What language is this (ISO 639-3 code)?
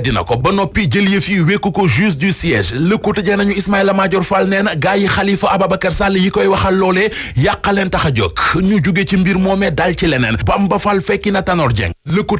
wol